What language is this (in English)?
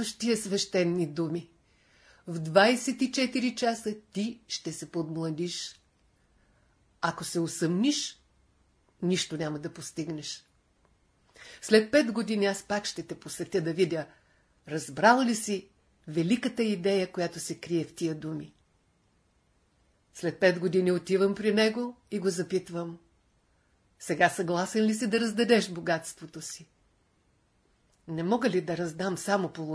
Bulgarian